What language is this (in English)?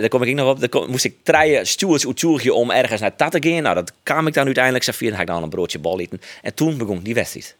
Western Frisian